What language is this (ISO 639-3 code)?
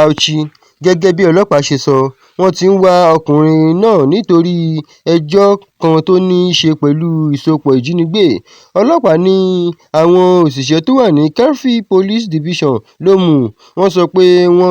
yor